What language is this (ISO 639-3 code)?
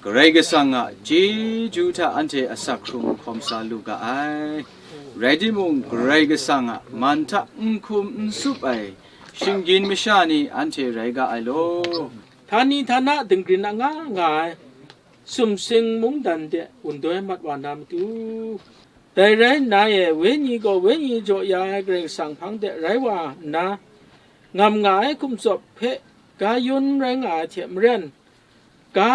kac